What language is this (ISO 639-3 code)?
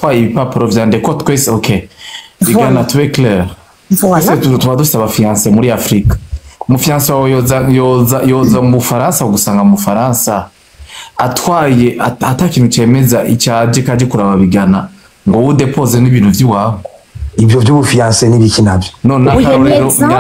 run